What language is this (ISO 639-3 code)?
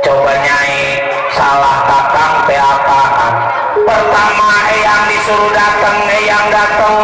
bew